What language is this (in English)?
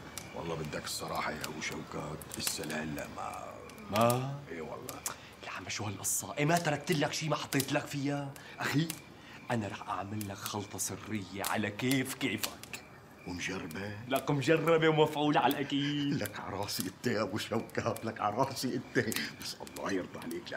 North Levantine Arabic